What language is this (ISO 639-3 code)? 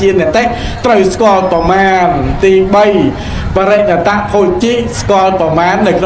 khm